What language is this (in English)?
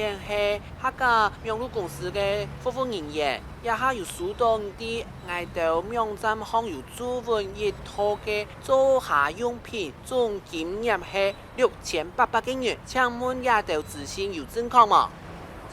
Hakka Chinese